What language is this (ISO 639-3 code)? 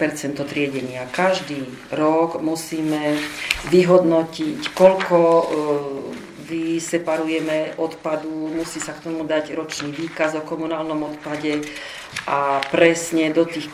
slk